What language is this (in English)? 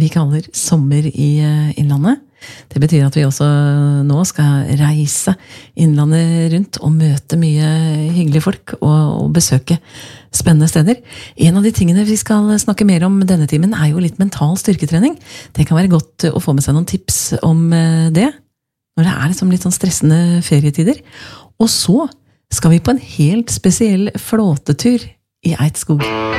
Norwegian